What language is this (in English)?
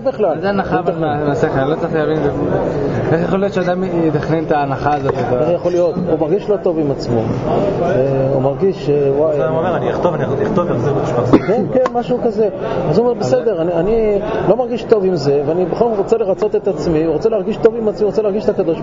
Hebrew